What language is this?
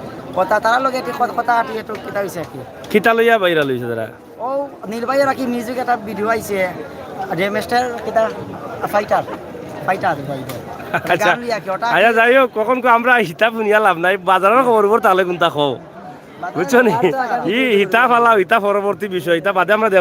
Sylheti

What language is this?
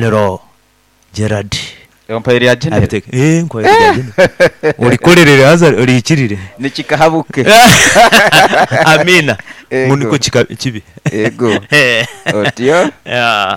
Nyoro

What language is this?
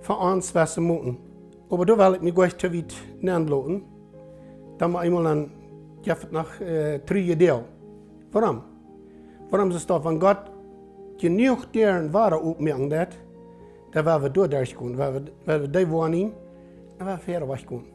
Plautdietsch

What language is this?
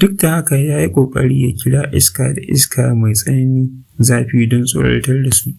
Hausa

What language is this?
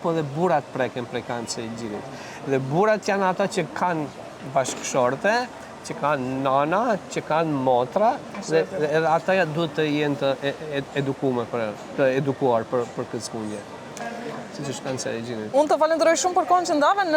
Albanian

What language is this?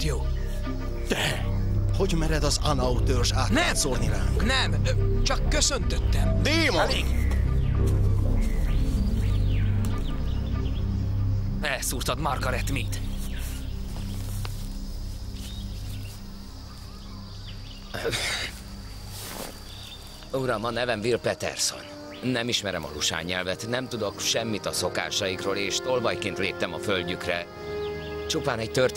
Hungarian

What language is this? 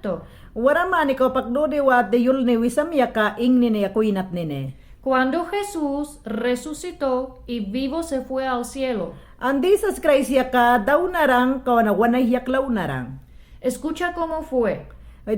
Mayangna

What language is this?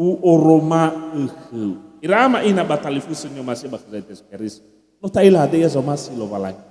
Nias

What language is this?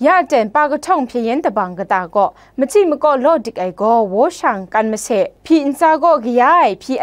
Kachin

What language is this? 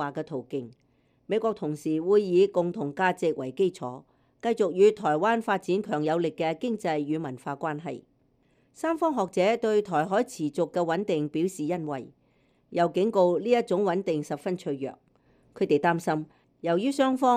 Cantonese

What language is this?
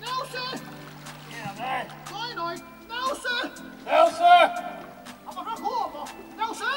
Faroese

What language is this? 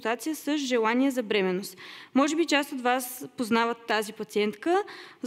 Bulgarian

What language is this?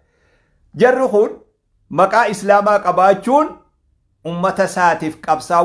Oromo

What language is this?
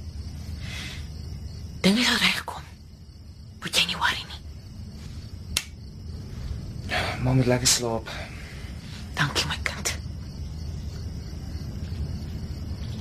Afrikaans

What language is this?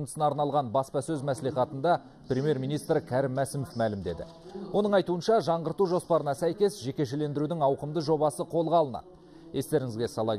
Kazakh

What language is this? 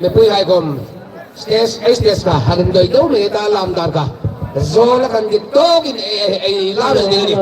Hmar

